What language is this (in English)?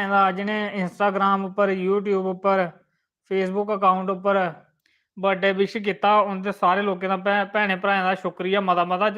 Dogri